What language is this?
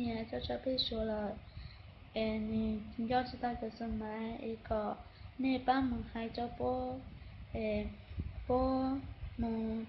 Hmong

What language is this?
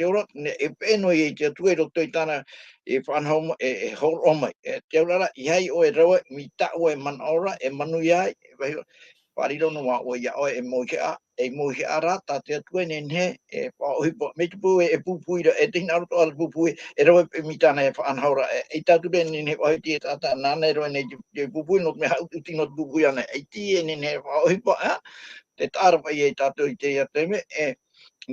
Tahitian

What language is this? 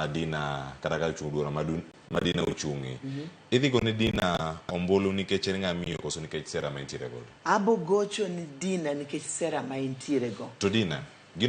Luo (Kenya and Tanzania)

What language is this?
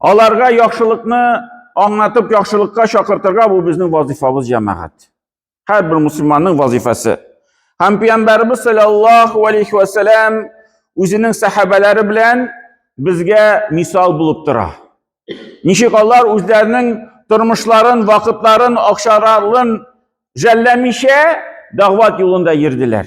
Tatar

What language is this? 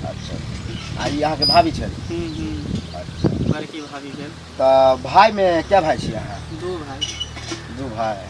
Maithili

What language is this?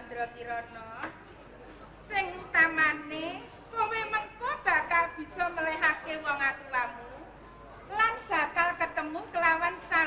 Javanese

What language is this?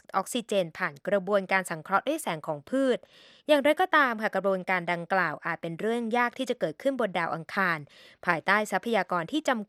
Thai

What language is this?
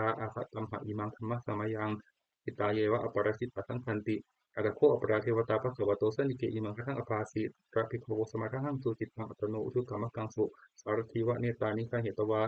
Pali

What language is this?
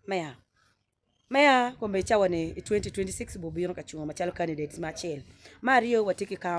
Acoli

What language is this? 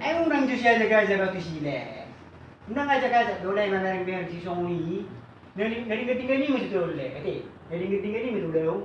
Batak Toba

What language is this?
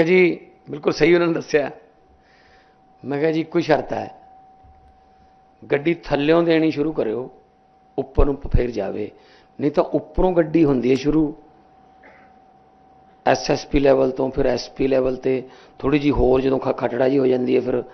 Punjabi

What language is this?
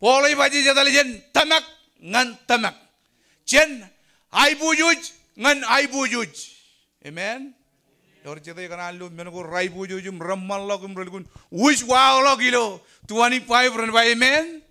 Marshallese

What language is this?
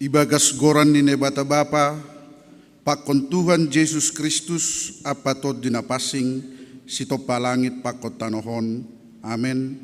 Batak Simalungun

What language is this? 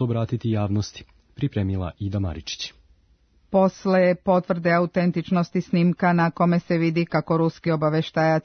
Serbian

